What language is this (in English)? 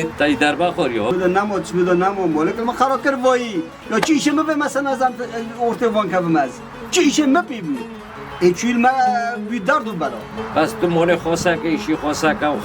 Kurdish